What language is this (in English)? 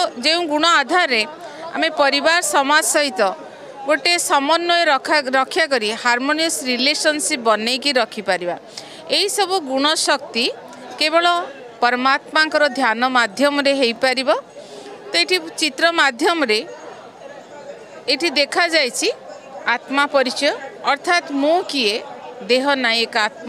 Odia